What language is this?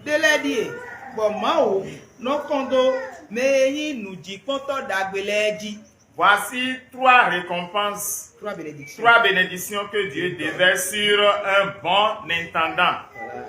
Fon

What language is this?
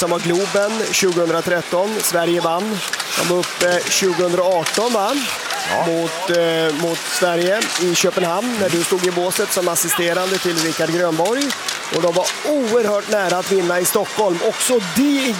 Swedish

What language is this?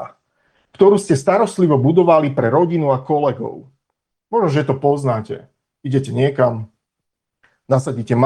Slovak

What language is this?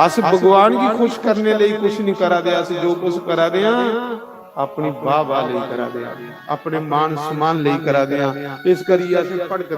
Dogri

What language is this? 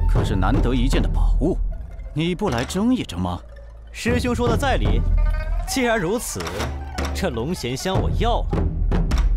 Chinese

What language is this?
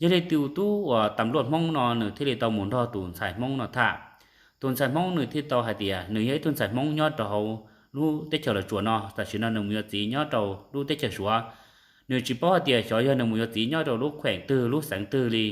Hmong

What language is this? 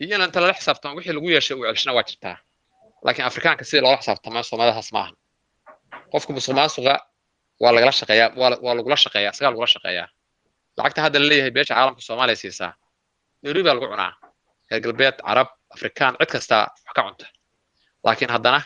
Somali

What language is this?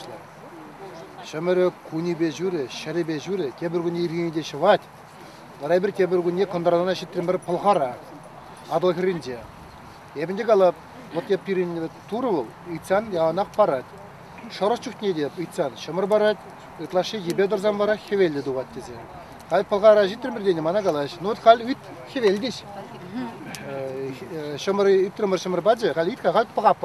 Chuvash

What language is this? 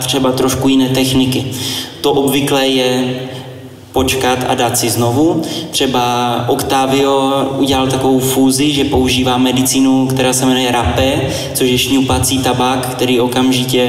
Czech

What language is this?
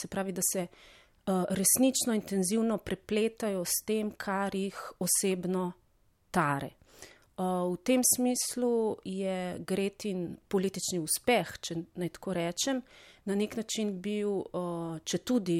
Slovenian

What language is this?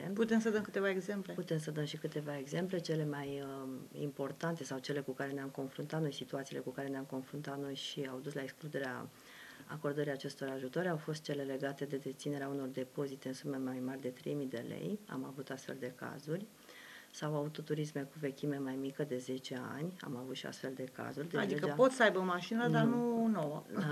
Romanian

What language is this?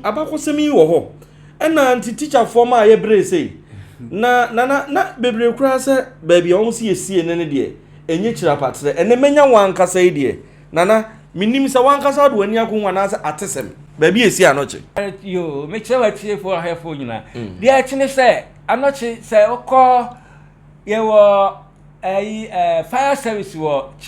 Akan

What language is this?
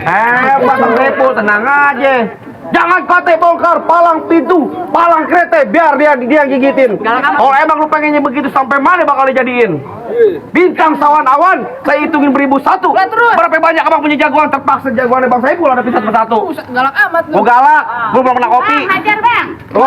Betawi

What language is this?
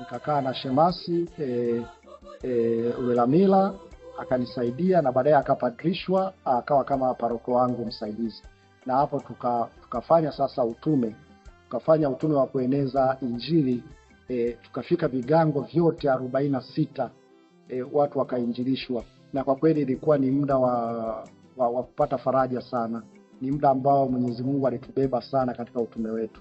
Swahili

